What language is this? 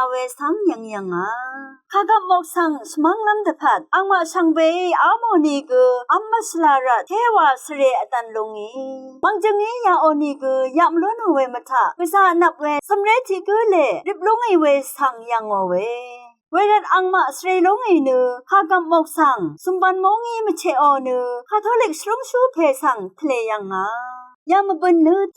Rawang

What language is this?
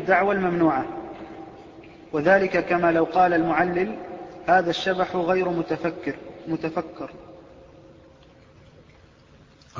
Arabic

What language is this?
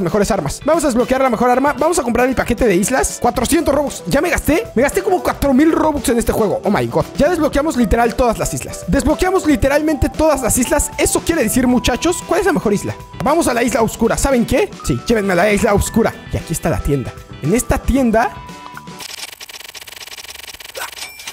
Spanish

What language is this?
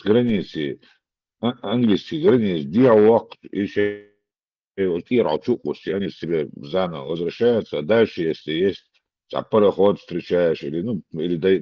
Chechen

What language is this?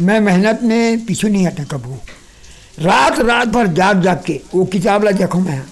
Chhattisgarhi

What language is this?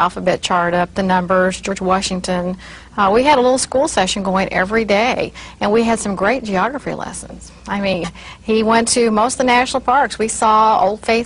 English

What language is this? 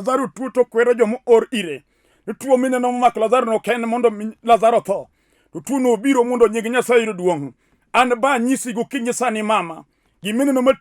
Luo (Kenya and Tanzania)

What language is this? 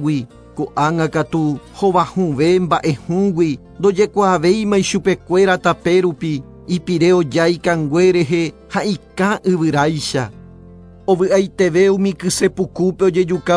Guarani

